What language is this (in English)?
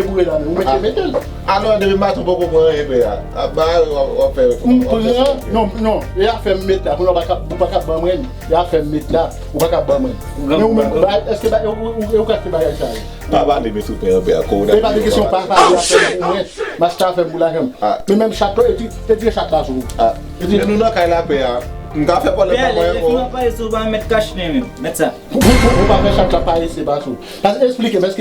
Haitian Creole